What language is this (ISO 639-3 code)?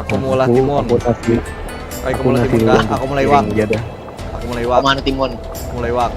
bjn